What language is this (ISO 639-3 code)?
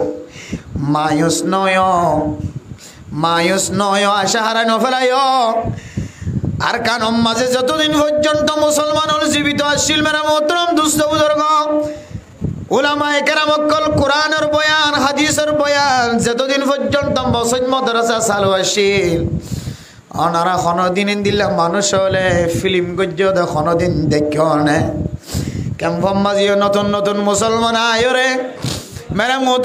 rhg